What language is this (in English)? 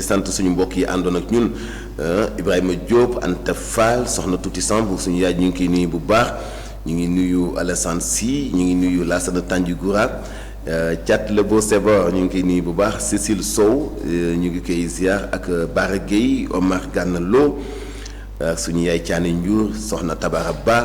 Wolof